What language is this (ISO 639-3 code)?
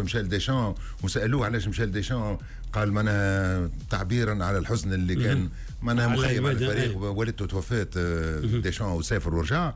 aeb